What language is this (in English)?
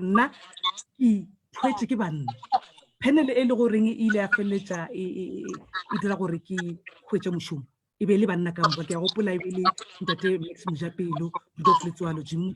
Northern Sotho